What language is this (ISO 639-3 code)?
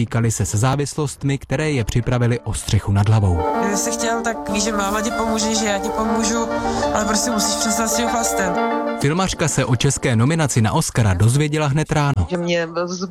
ces